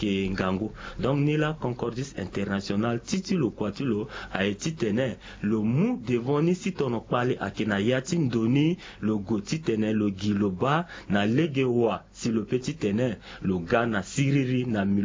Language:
Sango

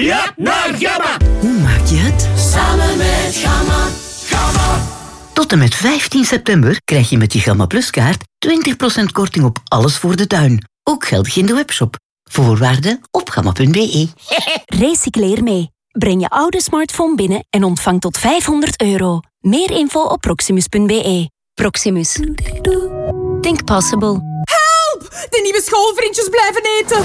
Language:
Dutch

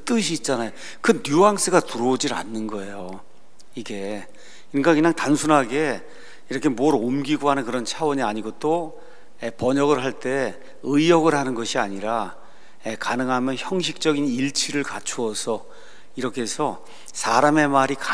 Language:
Korean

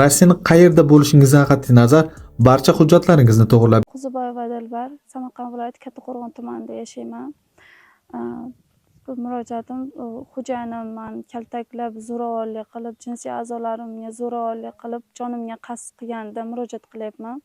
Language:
Uzbek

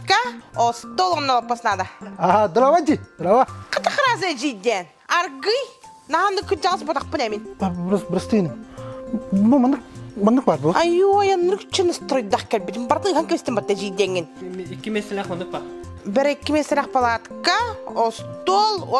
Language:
Yakut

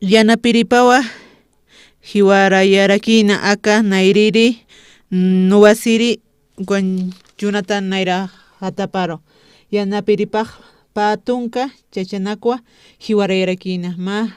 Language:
Aymara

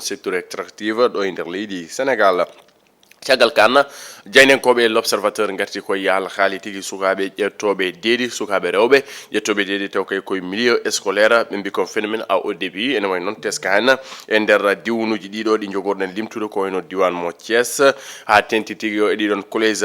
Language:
Fula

